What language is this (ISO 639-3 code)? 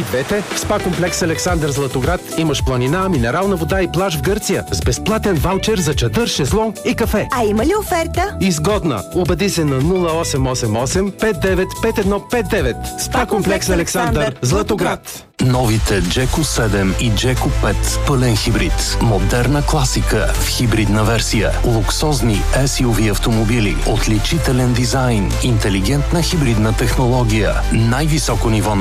bul